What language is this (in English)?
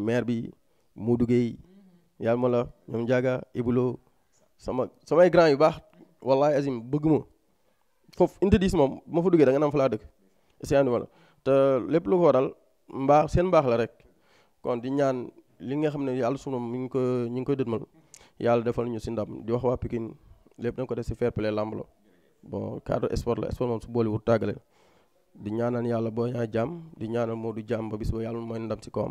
Wolof